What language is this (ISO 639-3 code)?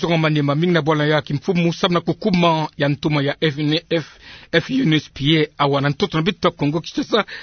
ktu